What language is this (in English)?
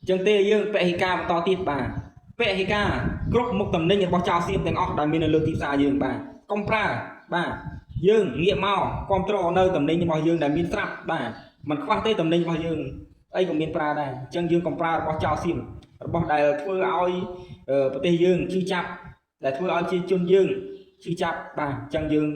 Khmer